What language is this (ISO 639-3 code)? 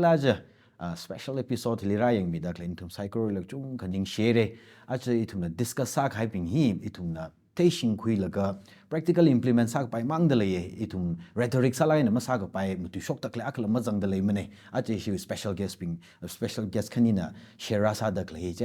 nmf